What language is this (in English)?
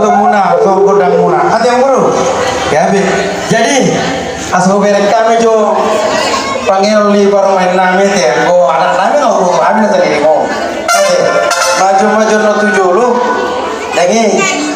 Batak Toba